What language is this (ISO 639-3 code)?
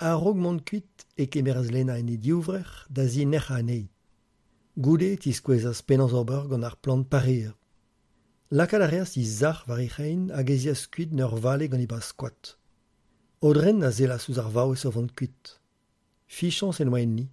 bre